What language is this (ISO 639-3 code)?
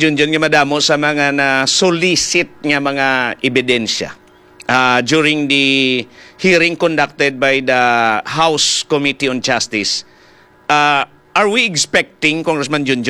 hil